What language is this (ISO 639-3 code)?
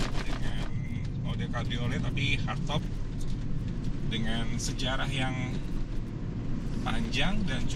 ind